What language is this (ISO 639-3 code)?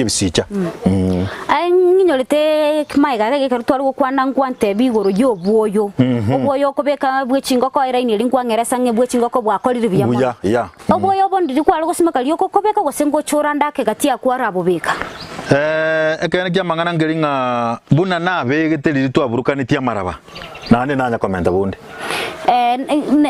guz